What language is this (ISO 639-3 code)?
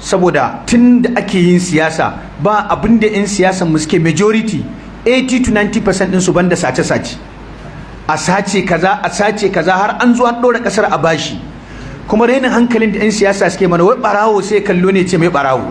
hau